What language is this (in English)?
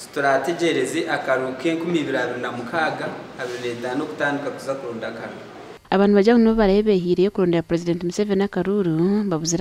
Nyankole